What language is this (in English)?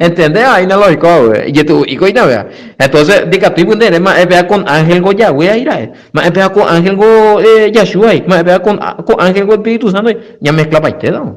Guarani